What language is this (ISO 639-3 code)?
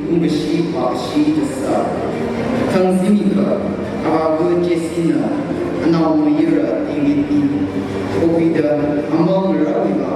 nmf